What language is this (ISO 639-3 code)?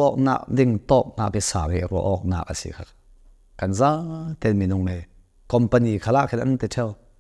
cnh